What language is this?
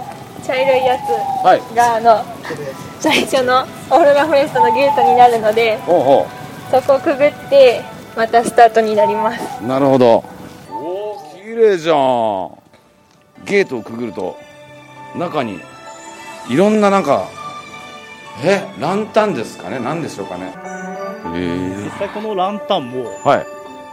Japanese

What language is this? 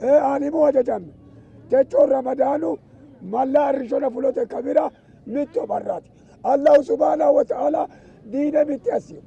Sidamo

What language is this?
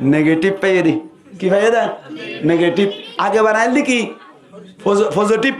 Rohingya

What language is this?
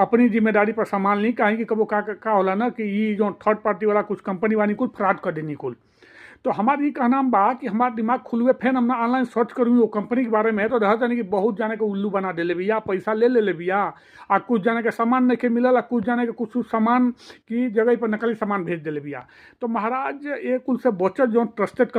Bhojpuri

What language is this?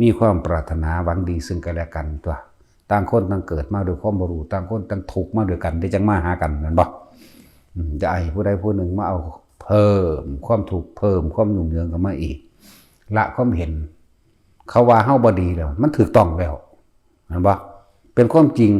Northeastern Thai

